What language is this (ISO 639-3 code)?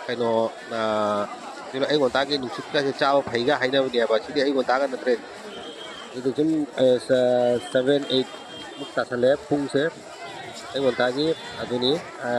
mni